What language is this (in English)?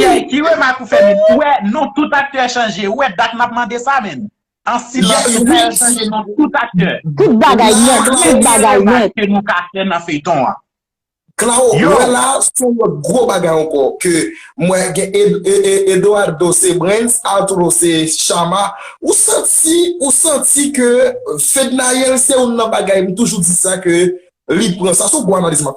Haitian Creole